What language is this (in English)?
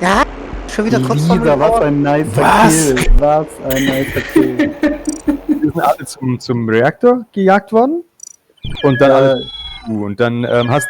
Swiss German